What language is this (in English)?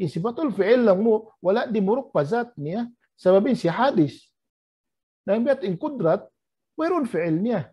Tausug